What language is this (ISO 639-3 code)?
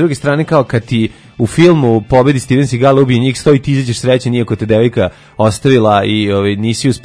srp